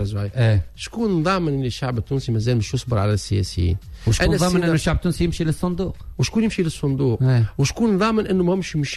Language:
Tunisian Arabic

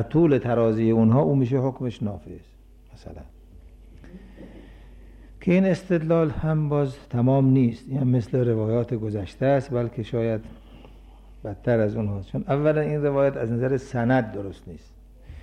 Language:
Persian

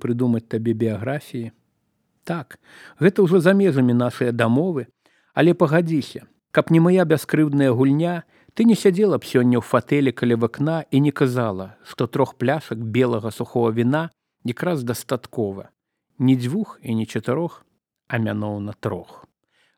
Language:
Belarusian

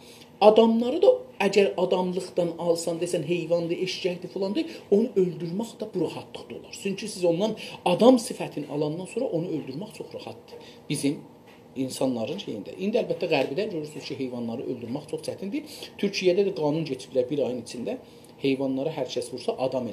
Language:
South Azerbaijani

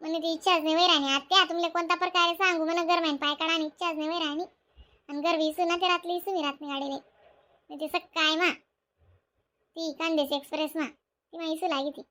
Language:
Khandesi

